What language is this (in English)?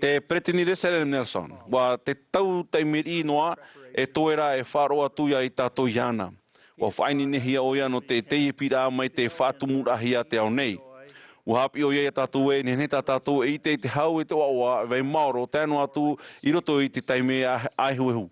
Tahitian